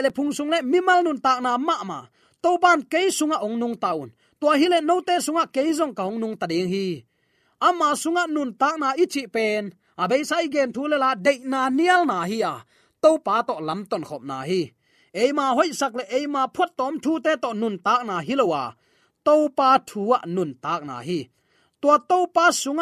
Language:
Tedim Chin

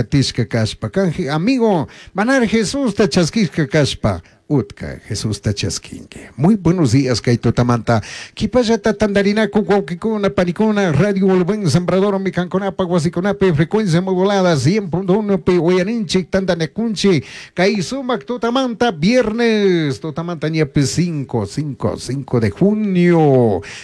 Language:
Chimborazo Highland Quichua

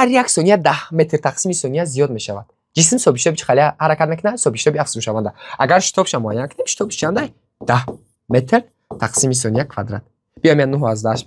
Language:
Tajik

